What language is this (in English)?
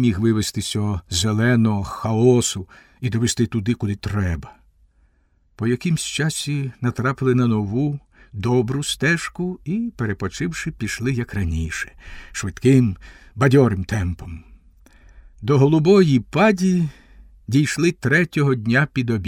Ukrainian